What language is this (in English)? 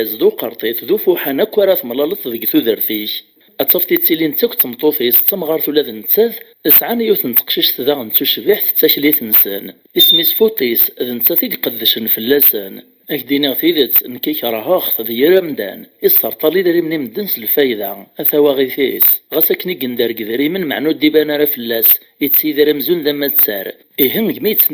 Kabyle